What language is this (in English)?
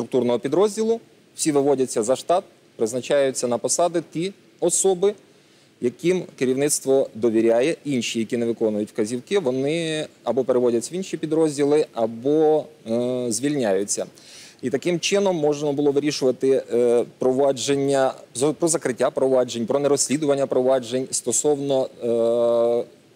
Ukrainian